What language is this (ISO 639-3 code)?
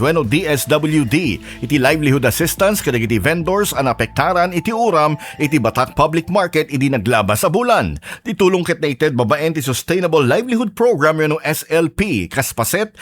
ilo